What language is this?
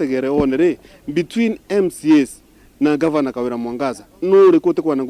Meru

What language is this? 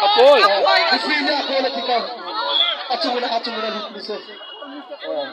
Hakha Chin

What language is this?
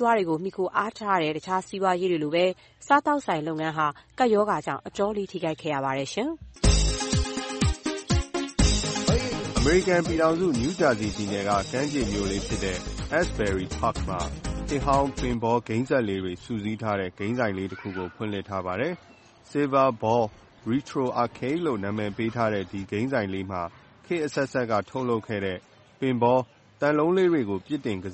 Burmese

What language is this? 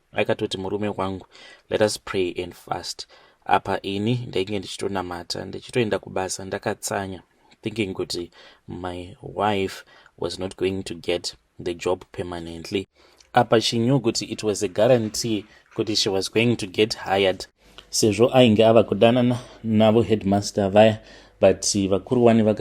Shona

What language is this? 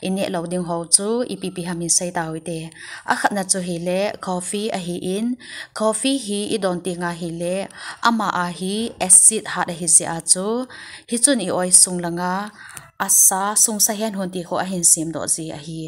Thado Chin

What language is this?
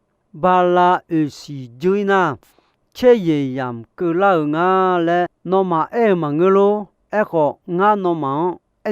Akha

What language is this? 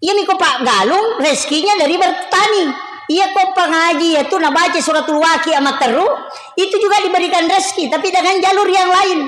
Buginese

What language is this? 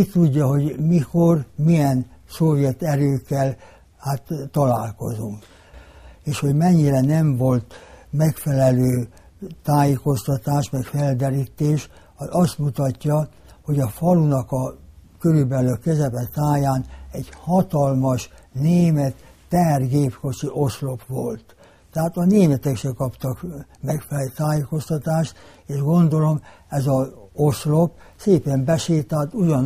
Hungarian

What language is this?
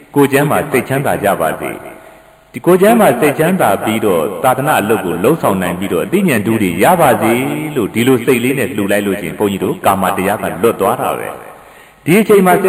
Burmese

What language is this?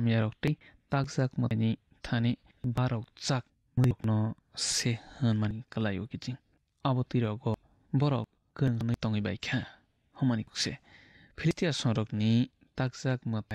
Kok Borok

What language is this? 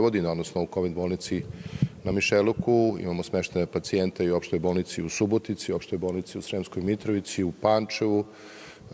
Serbian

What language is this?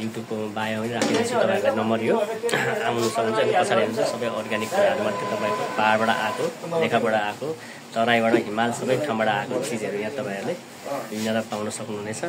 Nepali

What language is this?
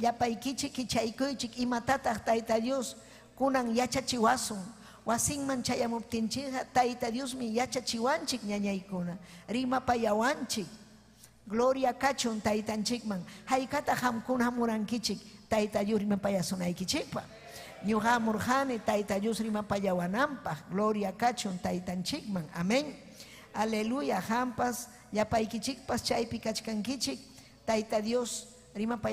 Ayacucho Quechua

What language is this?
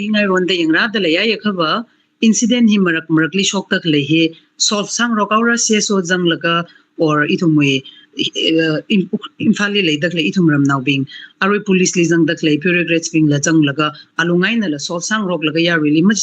Tangkhul Naga (India)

